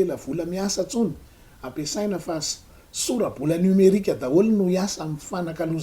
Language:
Malagasy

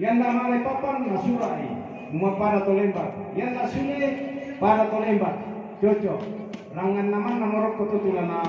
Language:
Toraja-Sa'dan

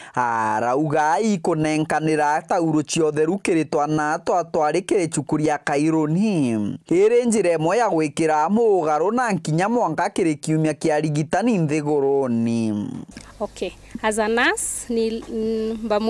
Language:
Meru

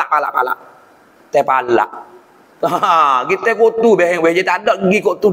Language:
Malay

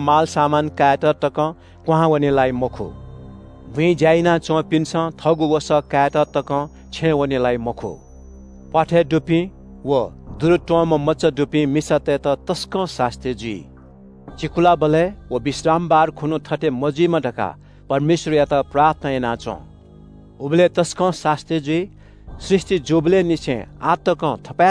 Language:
Newari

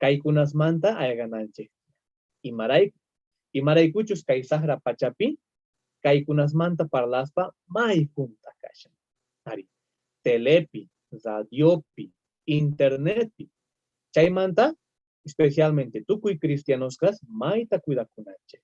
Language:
South Bolivian Quechua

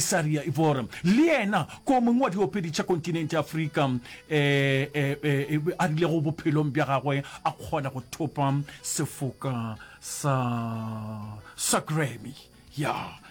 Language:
Northern Sotho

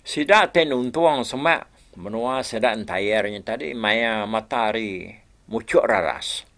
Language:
Iban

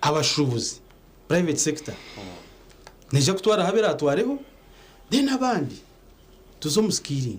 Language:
Nyankole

